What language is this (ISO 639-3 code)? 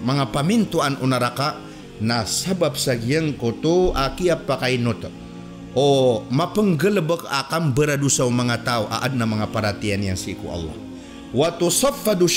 mrw